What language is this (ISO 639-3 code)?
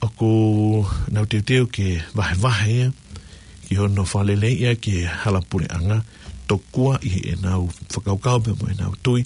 ton